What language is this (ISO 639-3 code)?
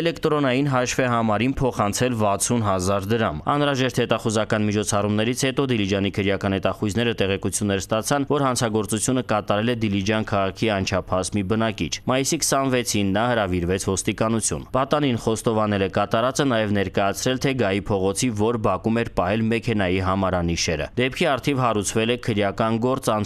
hye